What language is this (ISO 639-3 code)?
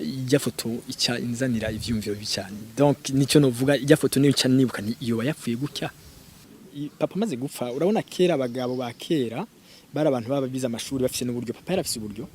run